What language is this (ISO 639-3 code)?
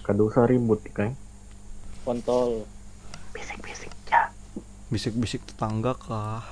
bjn